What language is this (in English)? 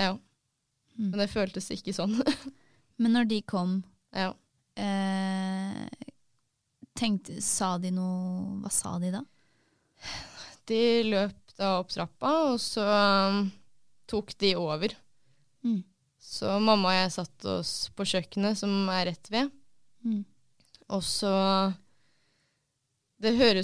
Norwegian